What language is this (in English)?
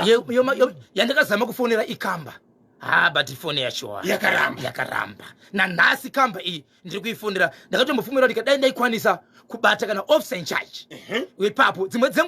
Shona